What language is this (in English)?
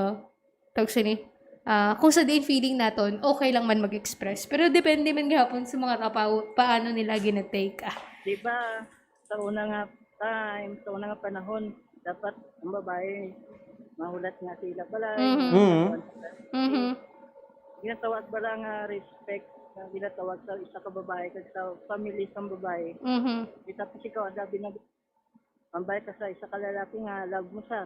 Hiligaynon